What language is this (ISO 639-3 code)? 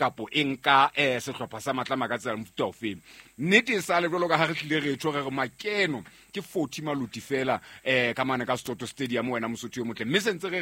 sot